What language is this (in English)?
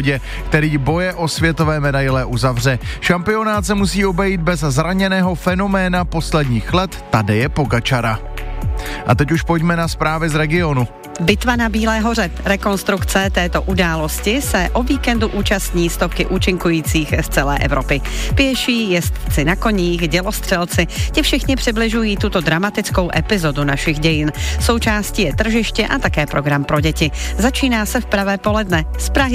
Czech